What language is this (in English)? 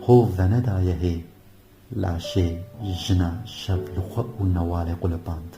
Kurdish